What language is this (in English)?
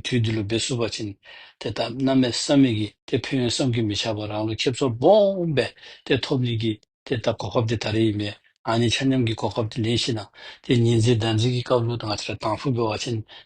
Dzongkha